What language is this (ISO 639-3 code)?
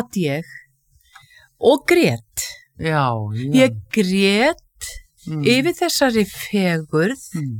isl